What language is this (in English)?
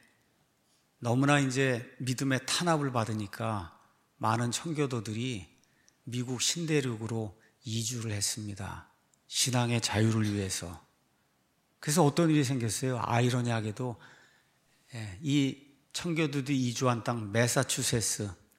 Korean